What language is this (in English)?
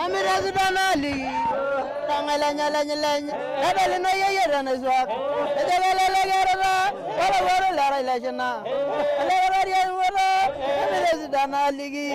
Masai